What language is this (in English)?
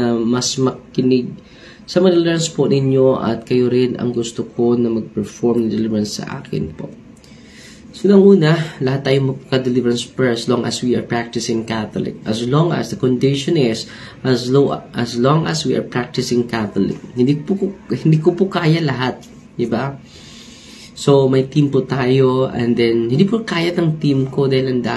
Filipino